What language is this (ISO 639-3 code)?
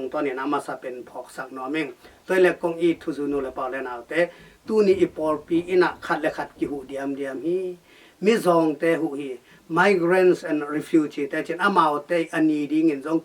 ctd